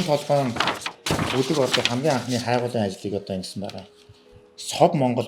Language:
Mongolian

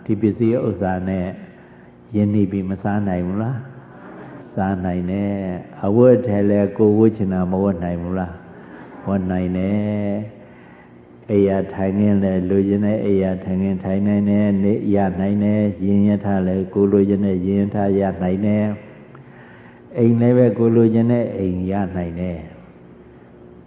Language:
Burmese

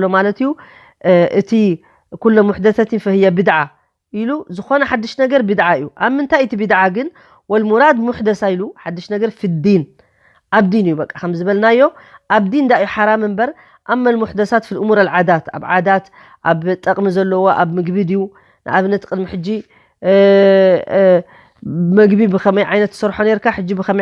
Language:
Tigrinya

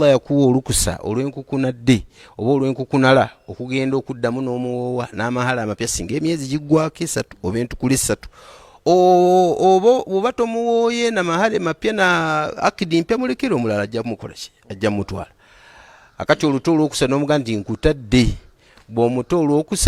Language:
Ganda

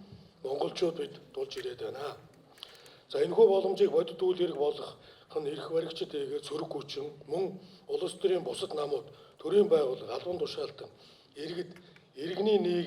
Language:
Mongolian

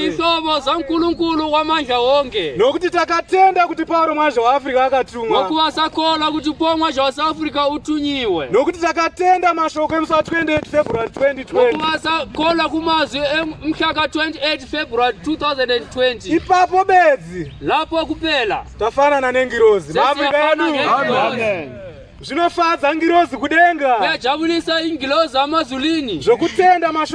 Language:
Shona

